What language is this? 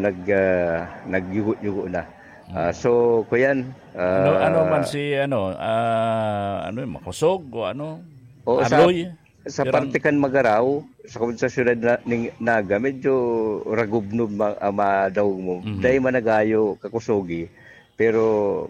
Bikol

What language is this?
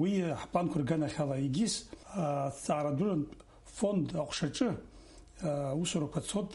Abkhazian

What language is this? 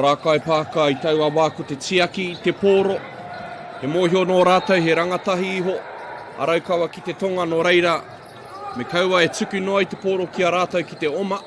Māori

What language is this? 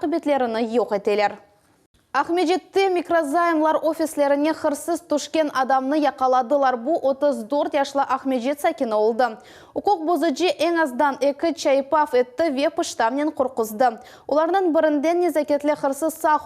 Crimean Tatar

